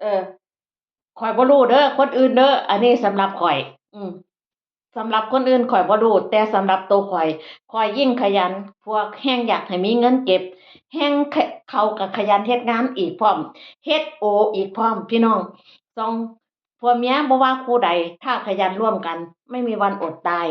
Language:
Northeastern Thai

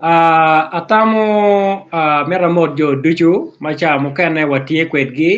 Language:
Acoli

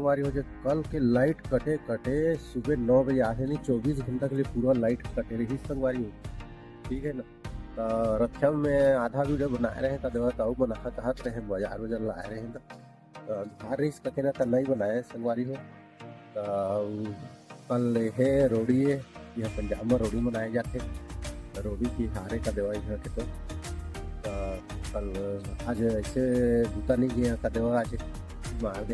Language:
Chhattisgarhi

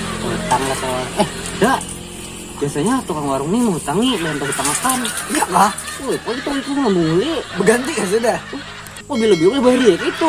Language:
Banjar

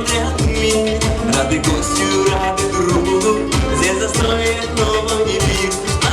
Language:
Yakut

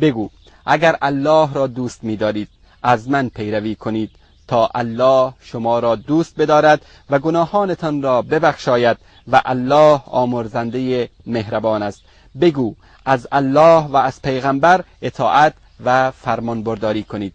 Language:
Persian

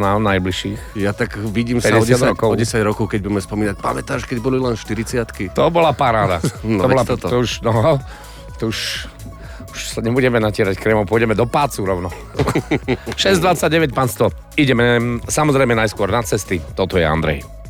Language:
Slovak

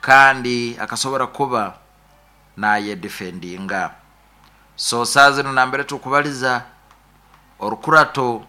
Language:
Nyoro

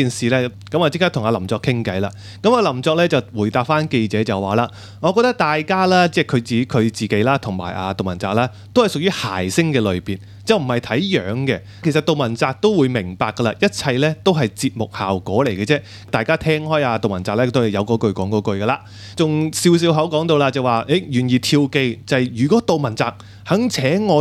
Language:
Cantonese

